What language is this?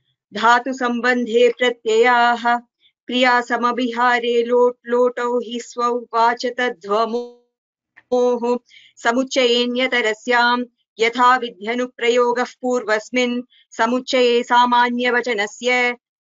Sanskrit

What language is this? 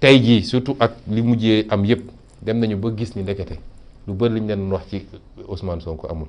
Wolof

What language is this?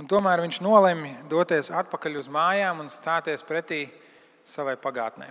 Latvian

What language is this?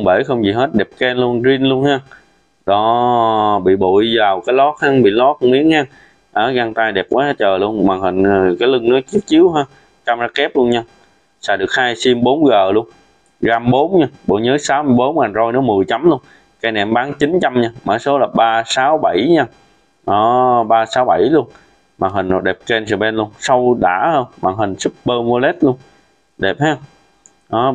Vietnamese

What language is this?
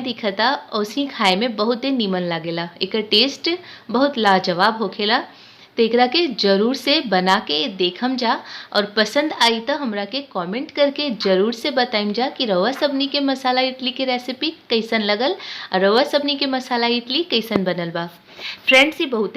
Bhojpuri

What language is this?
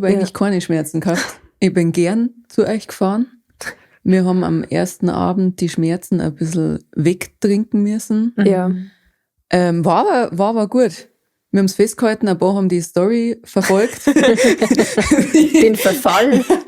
Bavarian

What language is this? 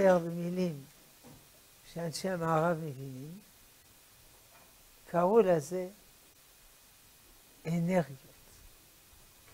Hebrew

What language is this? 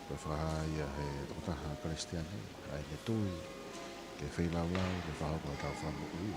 Tongan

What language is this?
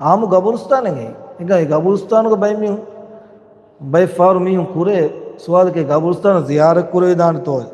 Divehi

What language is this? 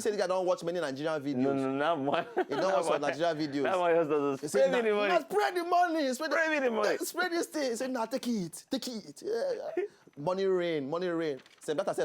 Nigerian Pidgin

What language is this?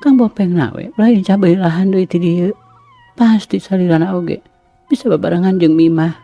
Sundanese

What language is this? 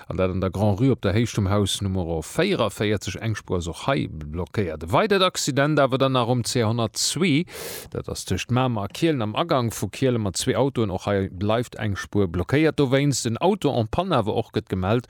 Luxembourgish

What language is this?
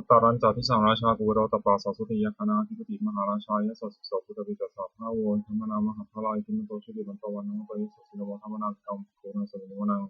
Pali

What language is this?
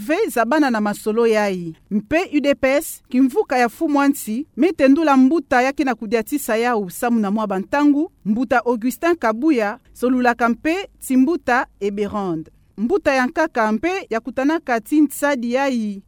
Kituba (Democratic Republic of Congo)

